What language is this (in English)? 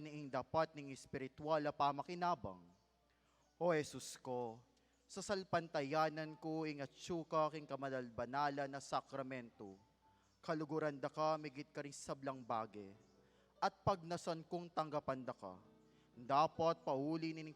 Pampanga